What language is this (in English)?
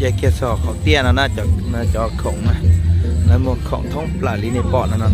Hmong